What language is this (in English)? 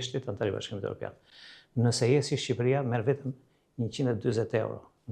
Albanian